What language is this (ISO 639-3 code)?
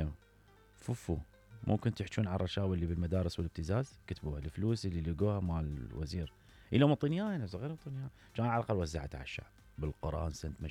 acm